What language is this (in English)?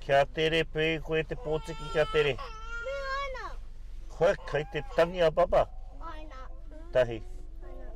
Māori